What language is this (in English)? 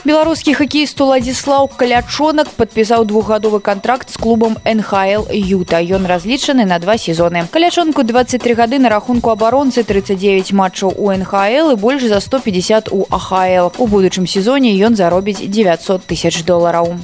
Belarusian